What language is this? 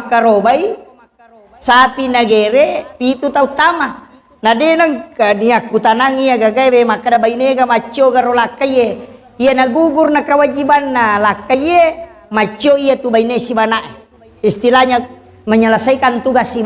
Buginese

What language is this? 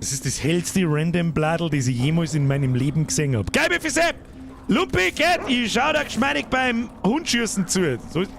Bavarian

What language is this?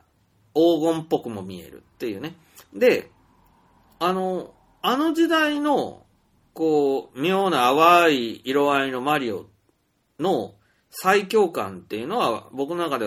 Japanese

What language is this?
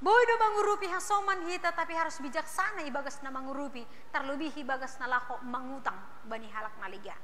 Batak Simalungun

